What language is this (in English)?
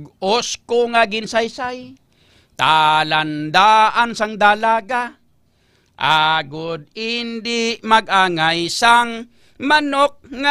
Hiligaynon